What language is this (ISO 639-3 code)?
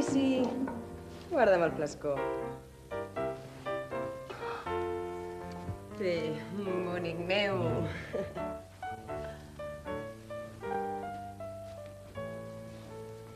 cat